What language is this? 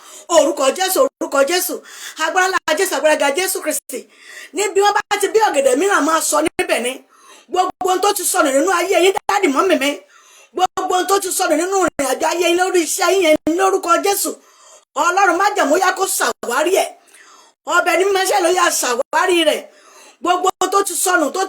Yoruba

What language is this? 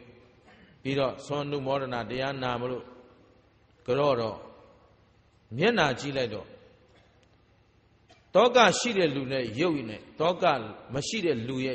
Burmese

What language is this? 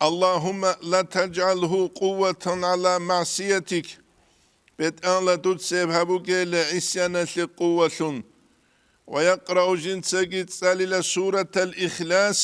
Avaric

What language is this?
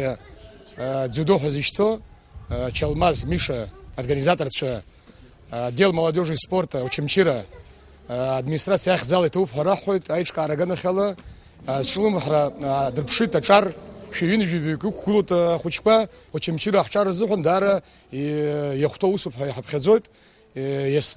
Abkhazian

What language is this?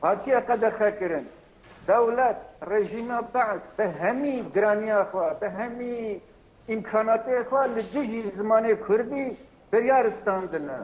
Kurdish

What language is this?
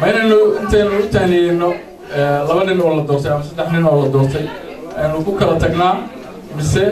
Somali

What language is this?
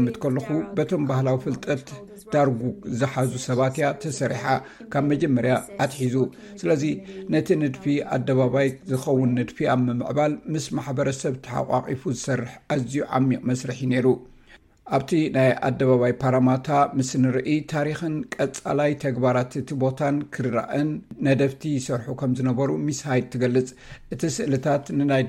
Tigrinya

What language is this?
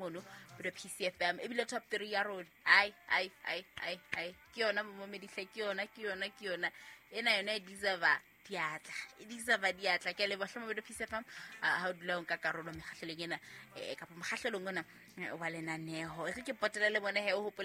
Southern Sotho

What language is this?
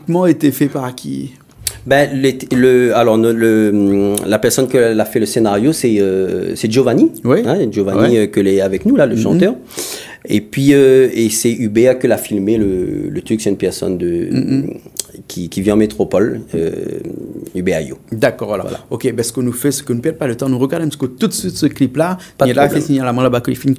Réunion Creole French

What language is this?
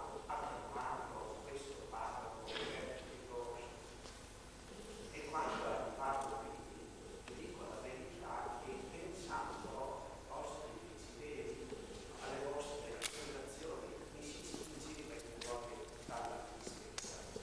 Italian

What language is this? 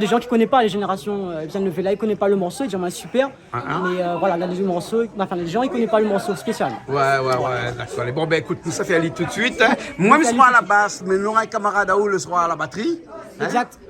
Réunion Creole French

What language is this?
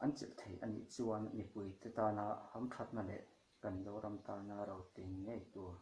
Mizo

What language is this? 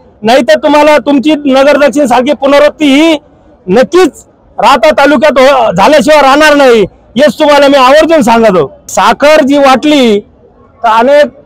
Marathi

